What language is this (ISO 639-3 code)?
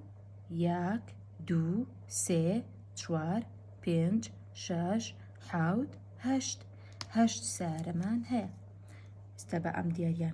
ckb